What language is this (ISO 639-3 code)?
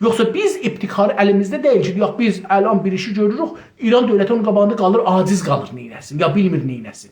azb